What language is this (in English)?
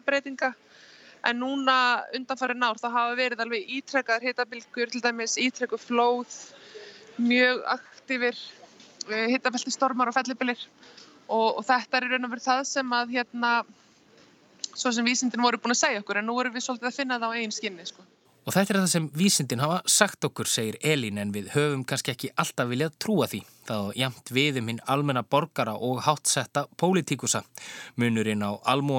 Icelandic